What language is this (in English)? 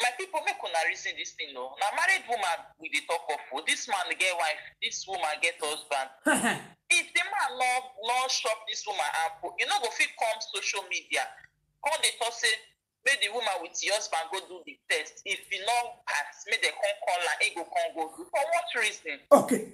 Nigerian Pidgin